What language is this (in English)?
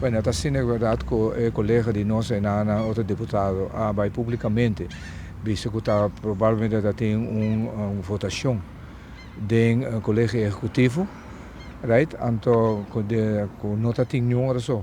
Papiamento